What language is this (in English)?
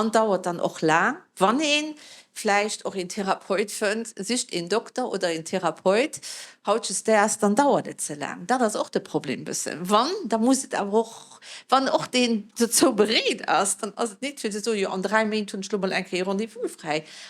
Luxembourgish